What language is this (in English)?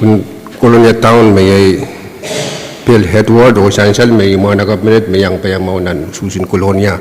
Pohnpeian